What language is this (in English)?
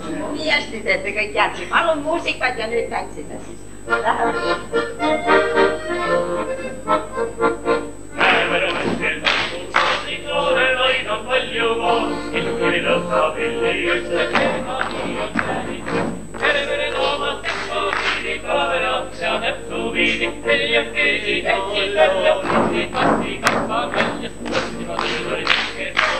Estonian